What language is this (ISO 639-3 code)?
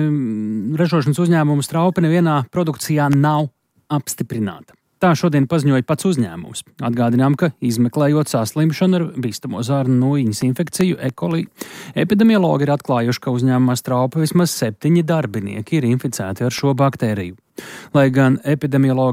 lav